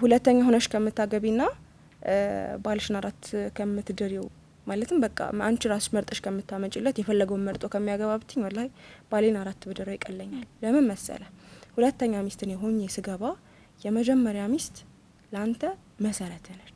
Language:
Amharic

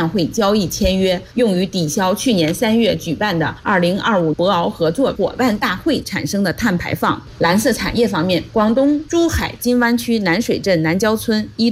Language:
Chinese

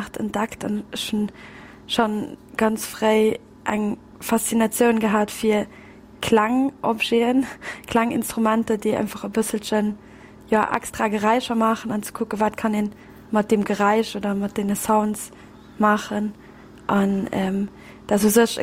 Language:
Luxembourgish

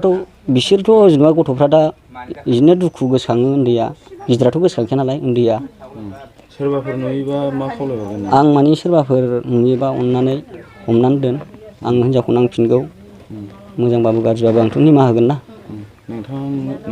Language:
Bodo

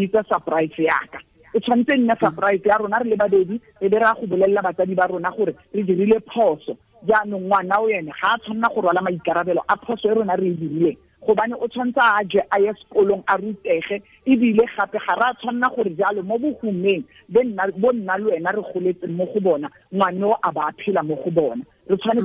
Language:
Tswana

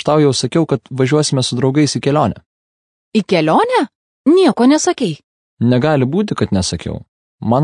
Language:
Lithuanian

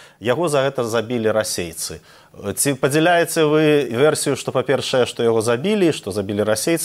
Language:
Belarusian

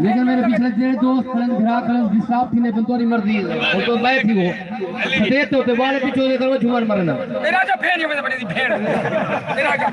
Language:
Saraiki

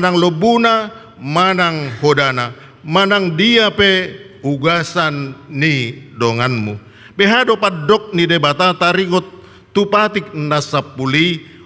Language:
Batak Toba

